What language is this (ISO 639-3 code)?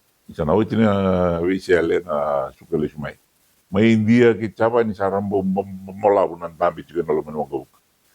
fij